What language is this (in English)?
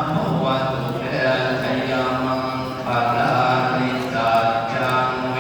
Pali